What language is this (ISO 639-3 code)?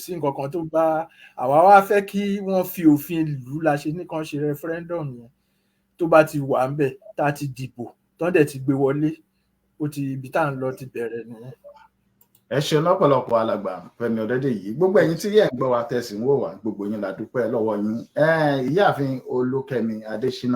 yor